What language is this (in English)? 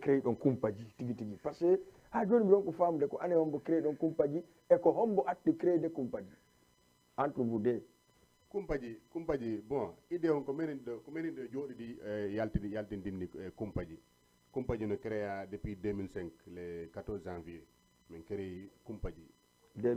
Fula